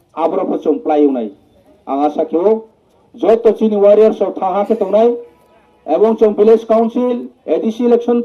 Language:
Riang (India)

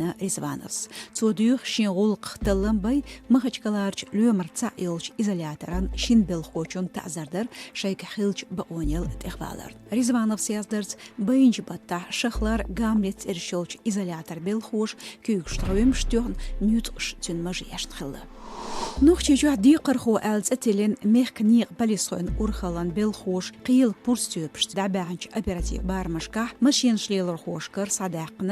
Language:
Chechen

